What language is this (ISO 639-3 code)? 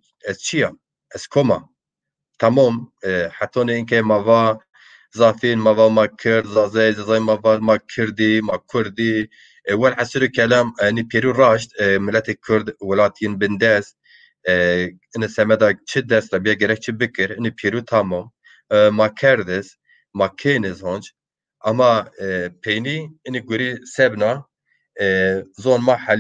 zza